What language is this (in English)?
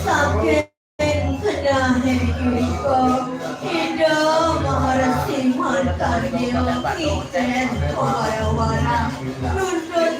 Balinese